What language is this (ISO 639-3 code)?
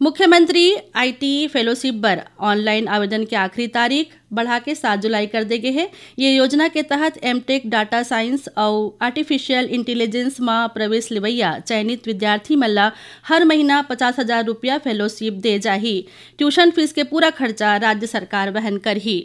hne